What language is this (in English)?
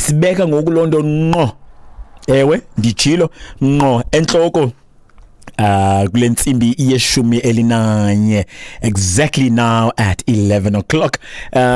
Xhosa